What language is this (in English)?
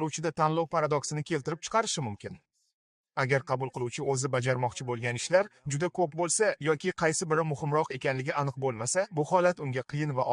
Uzbek